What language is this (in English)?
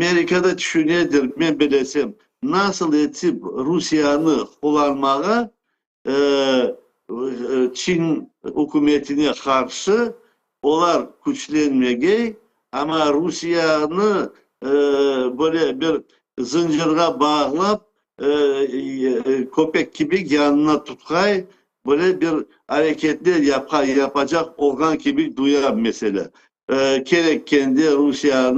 Crimean Tatar